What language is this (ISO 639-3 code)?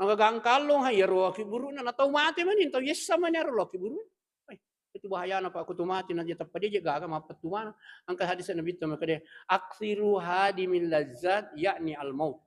bug